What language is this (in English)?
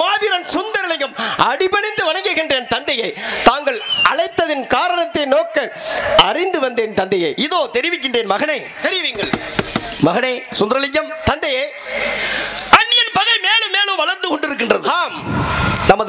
Tamil